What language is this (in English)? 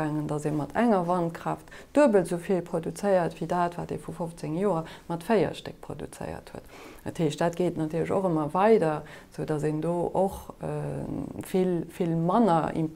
Luxembourgish